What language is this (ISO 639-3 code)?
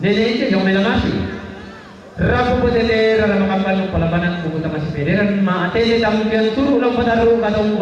sda